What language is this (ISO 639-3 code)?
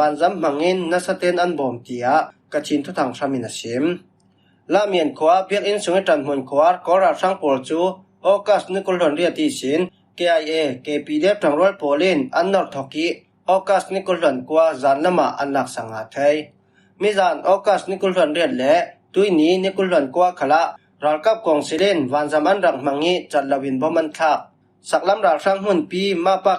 cfm